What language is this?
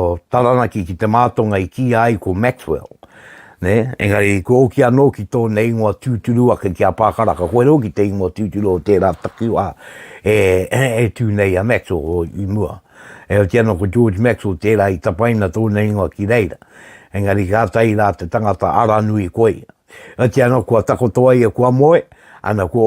Māori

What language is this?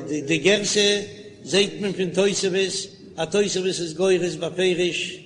Yiddish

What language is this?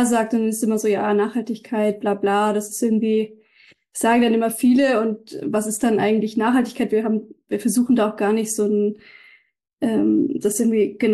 German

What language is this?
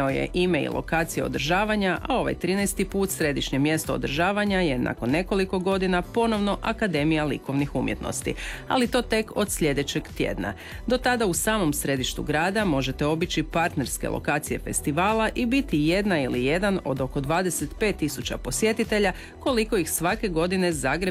Croatian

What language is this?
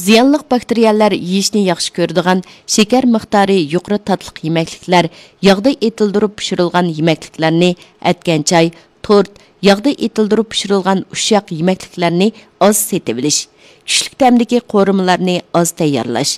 Uyghur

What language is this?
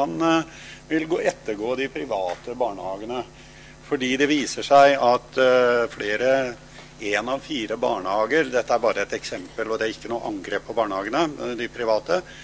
Norwegian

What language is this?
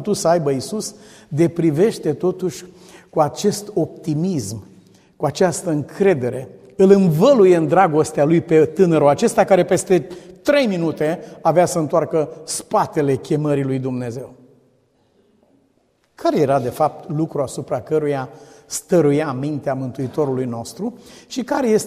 Romanian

